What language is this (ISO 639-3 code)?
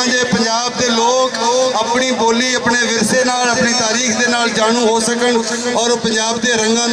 lah